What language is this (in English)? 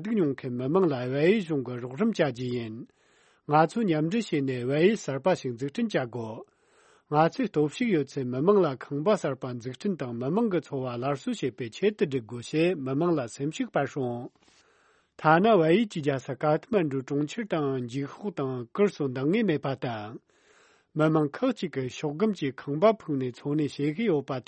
Tibetan